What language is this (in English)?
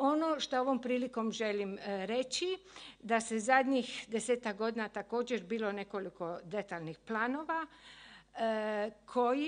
Croatian